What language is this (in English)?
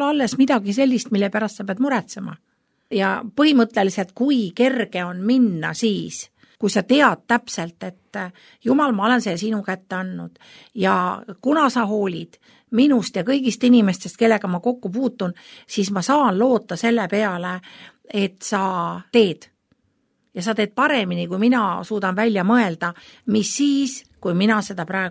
Estonian